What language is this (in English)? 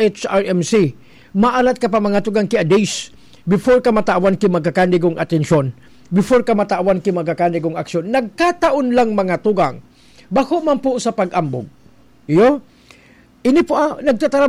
Bikol